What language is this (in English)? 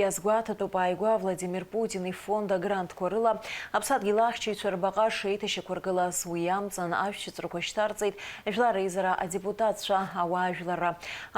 Abkhazian